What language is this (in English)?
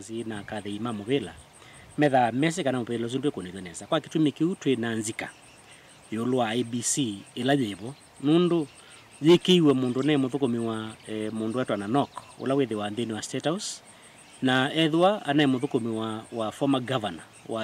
Kamba